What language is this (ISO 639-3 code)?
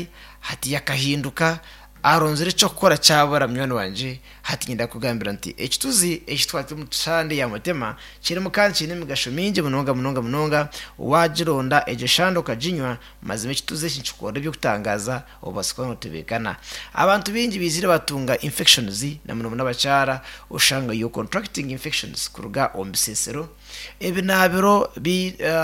nyn